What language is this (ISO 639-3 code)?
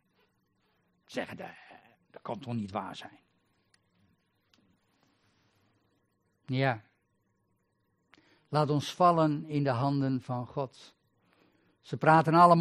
nld